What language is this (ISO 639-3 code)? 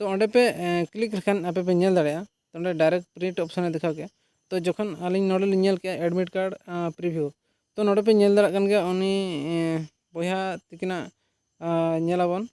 sat